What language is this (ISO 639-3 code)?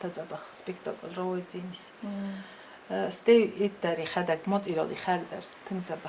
oss